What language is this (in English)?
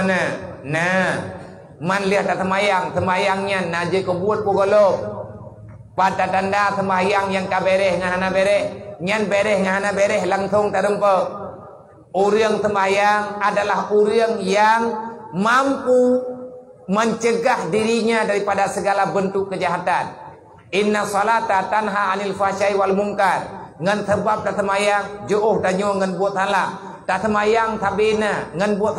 Achinese